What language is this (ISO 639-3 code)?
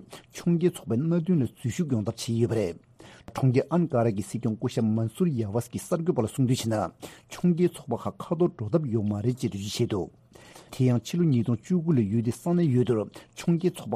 bod